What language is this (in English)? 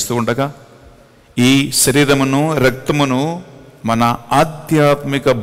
Telugu